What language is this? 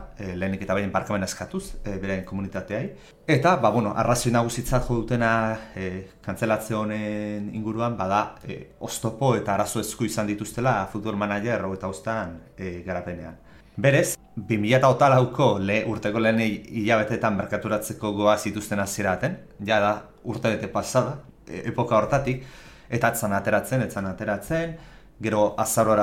Basque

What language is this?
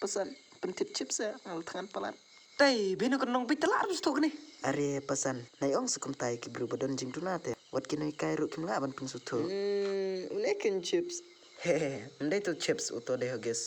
Khasi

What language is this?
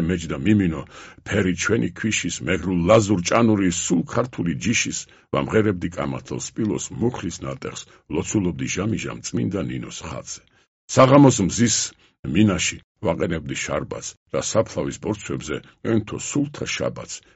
Georgian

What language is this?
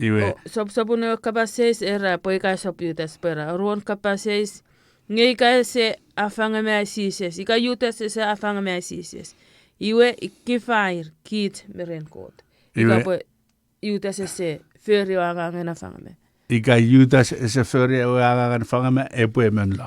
Chuukese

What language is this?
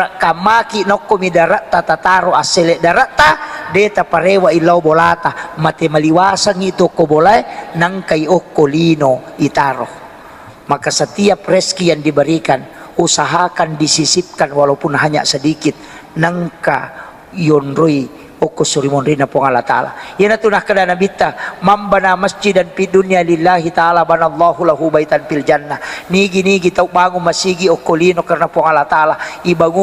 Buginese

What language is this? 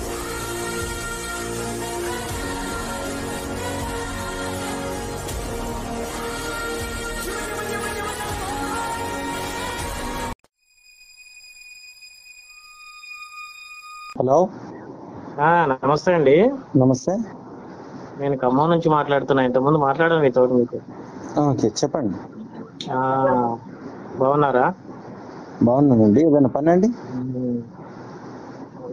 Telugu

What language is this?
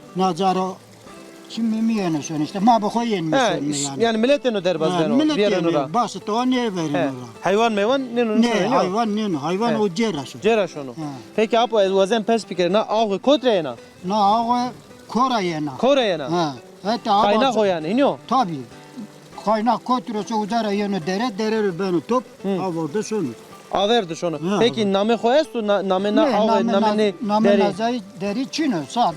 Zaza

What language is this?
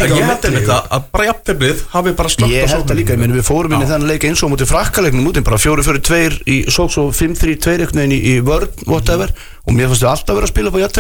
Icelandic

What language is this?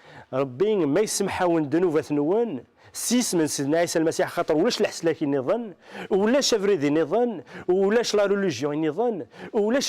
Kabyle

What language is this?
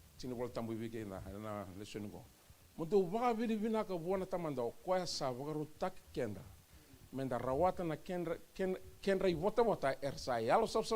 Fijian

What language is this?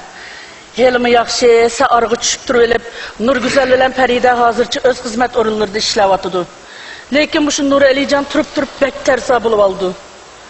Uyghur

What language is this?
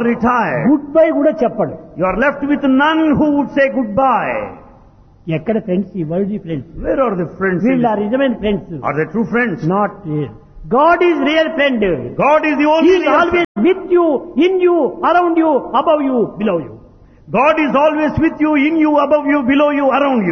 Telugu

